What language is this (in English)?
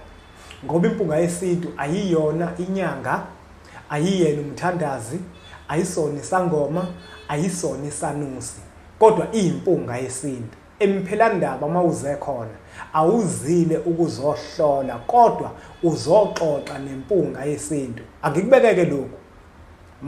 Zulu